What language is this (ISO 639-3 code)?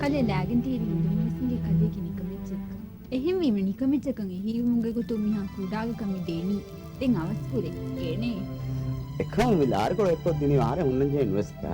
div